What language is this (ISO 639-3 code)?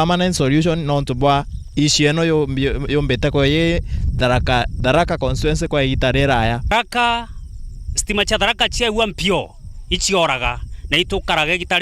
mer